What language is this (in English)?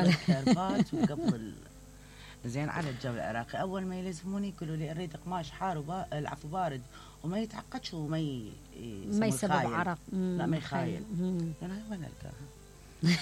Mesopotamian Arabic